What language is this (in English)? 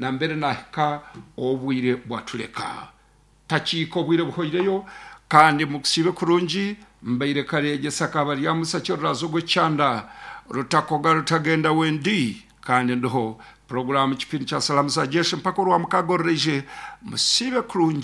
Nyankole